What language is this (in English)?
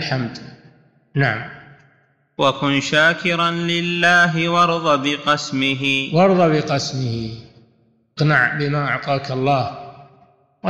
Arabic